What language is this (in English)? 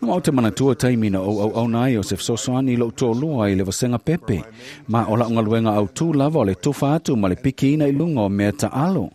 Samoan